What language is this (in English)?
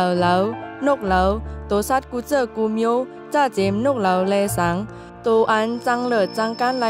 Shan